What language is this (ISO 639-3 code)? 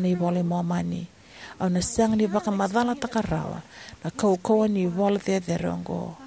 fij